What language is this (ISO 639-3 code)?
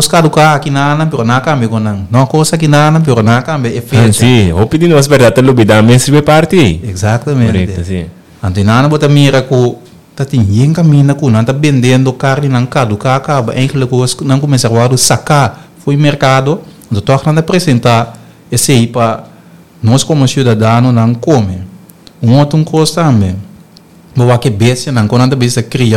pap